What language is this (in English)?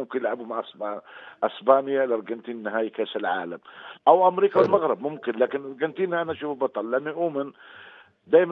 North Levantine Arabic